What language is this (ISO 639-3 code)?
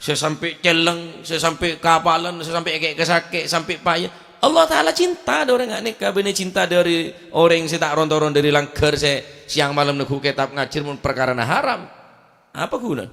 mad